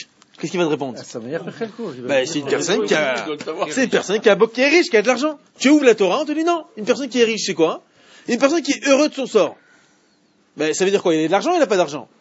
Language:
French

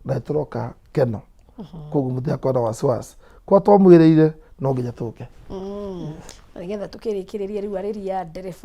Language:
Kikuyu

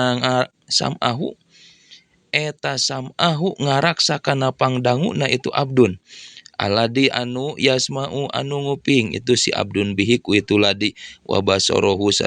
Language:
Sundanese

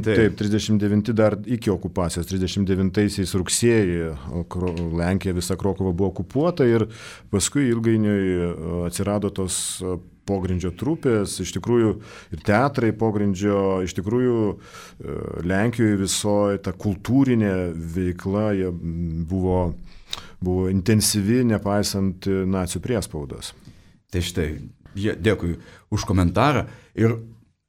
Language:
Lithuanian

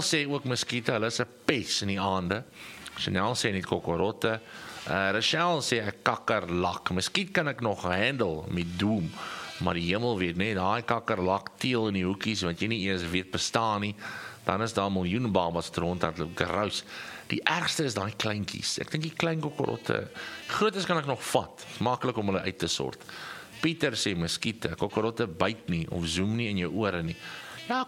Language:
Afrikaans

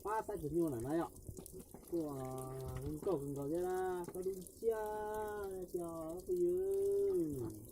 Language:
Hmong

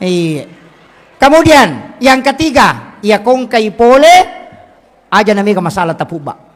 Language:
Buginese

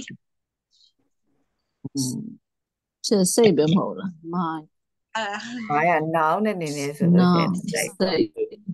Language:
Burmese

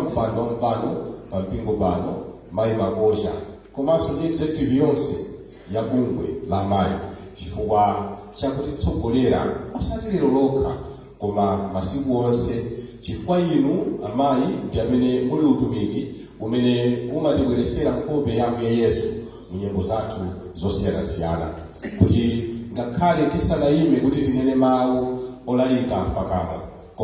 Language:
Nyanja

